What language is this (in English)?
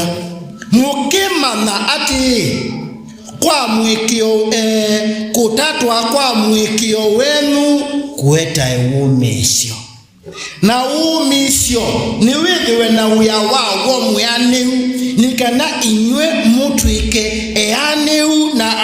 Kamba